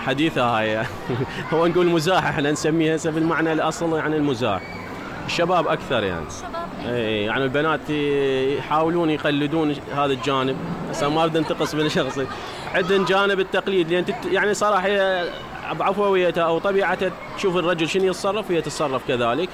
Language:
Mesopotamian Arabic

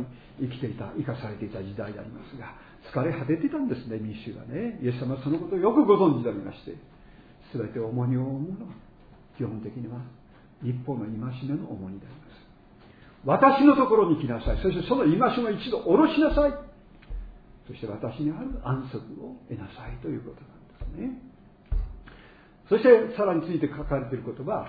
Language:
Japanese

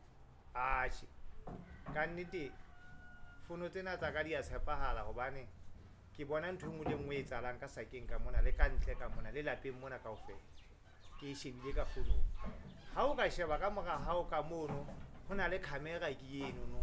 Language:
Southern Sotho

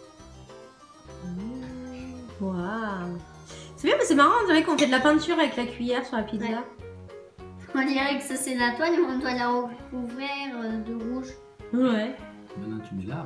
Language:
French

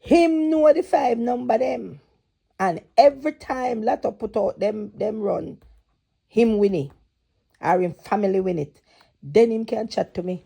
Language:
Jamaican Creole English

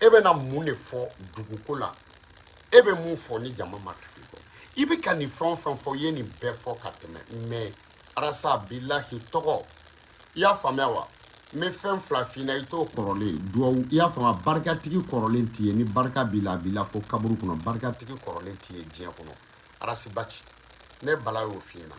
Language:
Bambara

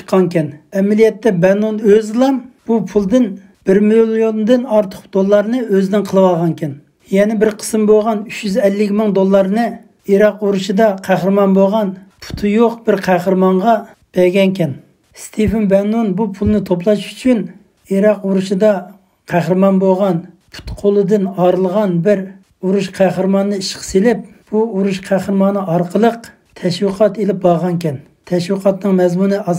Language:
Uyghur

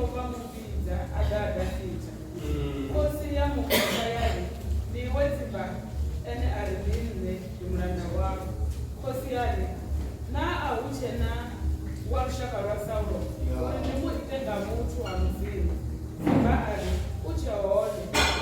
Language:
Venda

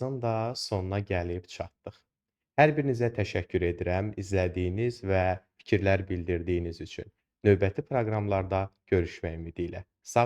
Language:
Azerbaijani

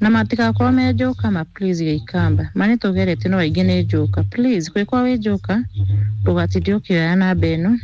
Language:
Kikuyu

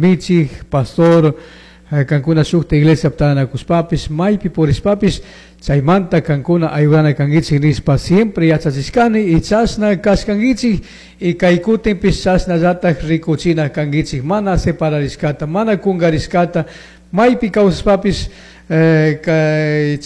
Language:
Chimborazo Highland Quichua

